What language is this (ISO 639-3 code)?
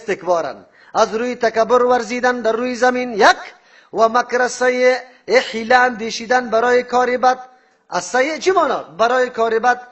fas